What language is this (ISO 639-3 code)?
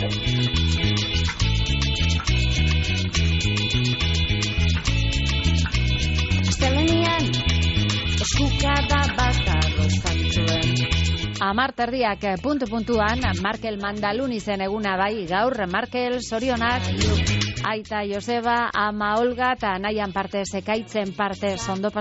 eus